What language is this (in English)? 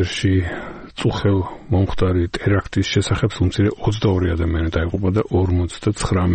Georgian